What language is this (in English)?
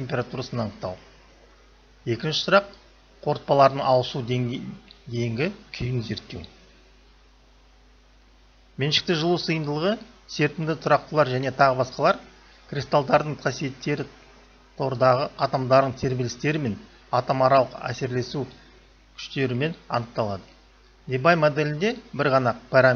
Kazakh